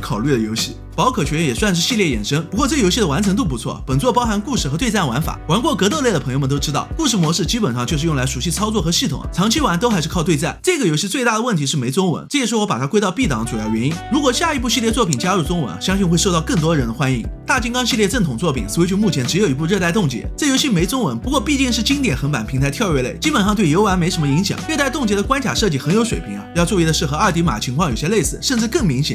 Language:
Chinese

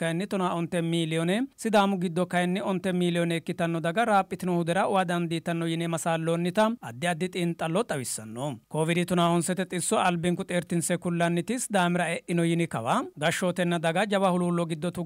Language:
Sidamo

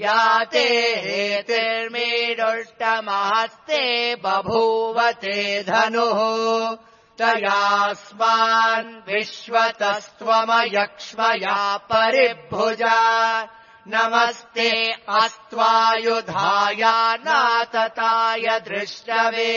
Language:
Sanskrit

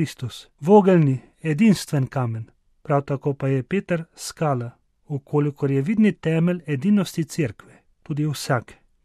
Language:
Slovenian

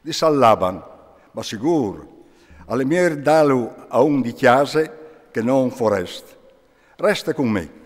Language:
Friulian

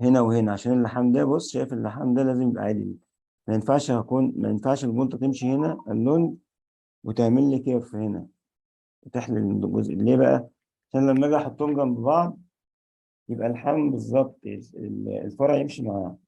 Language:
Egyptian Arabic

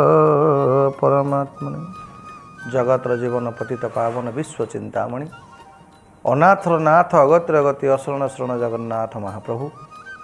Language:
Odia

